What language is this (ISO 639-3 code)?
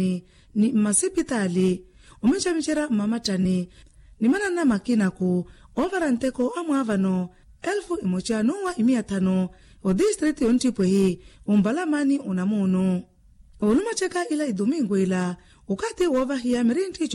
vmw